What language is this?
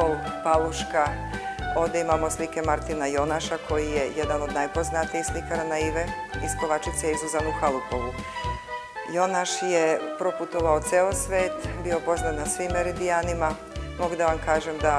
Serbian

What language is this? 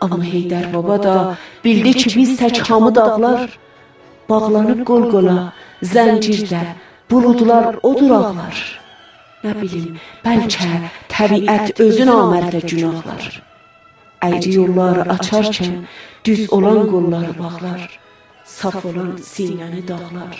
South Azerbaijani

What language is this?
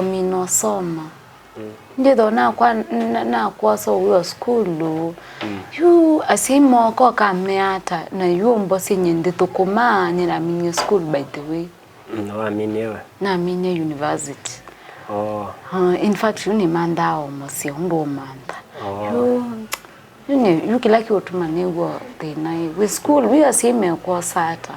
Kamba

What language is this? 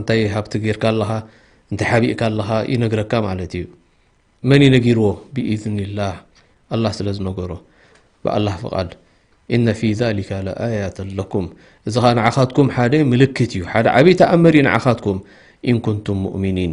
Tigrinya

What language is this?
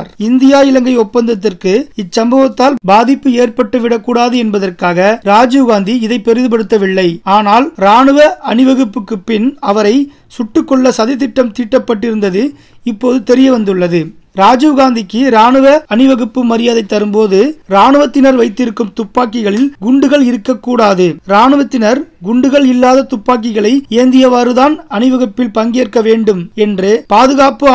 Tamil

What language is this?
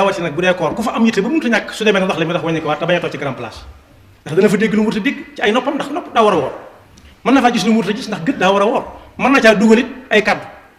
Wolof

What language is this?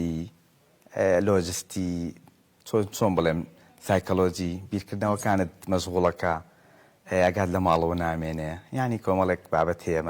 Central Kurdish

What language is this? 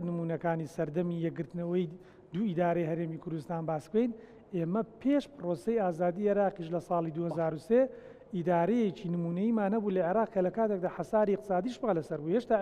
Central Kurdish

